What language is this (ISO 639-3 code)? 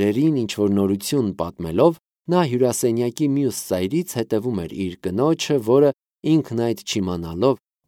hye